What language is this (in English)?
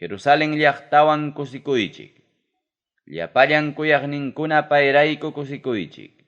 Ayacucho Quechua